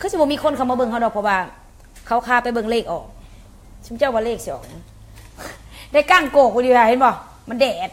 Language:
Lao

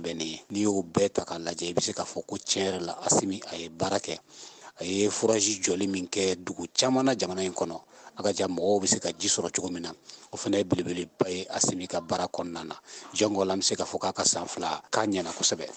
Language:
Bambara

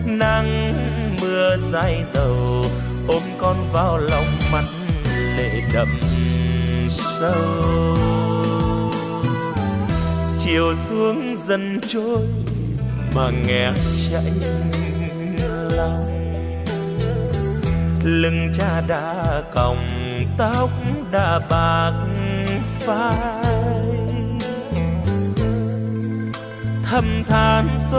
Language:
Vietnamese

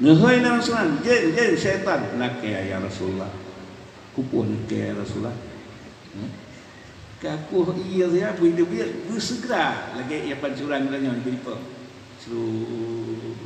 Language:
Achinese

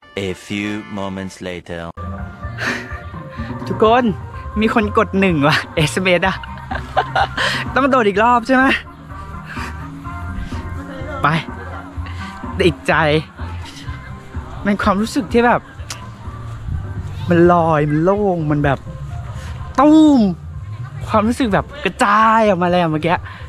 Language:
Thai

